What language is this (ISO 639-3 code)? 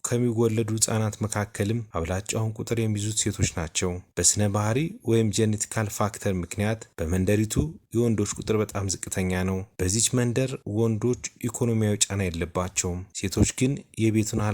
amh